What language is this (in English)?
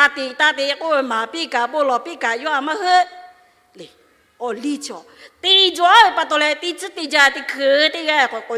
Lahu